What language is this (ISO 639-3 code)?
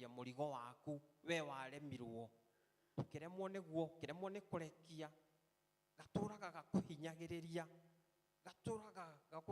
kik